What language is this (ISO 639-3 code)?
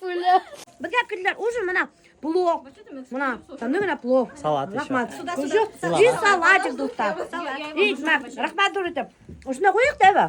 bak